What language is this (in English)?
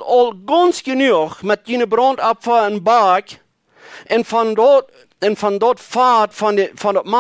Plautdietsch